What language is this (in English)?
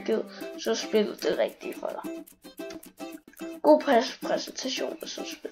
Danish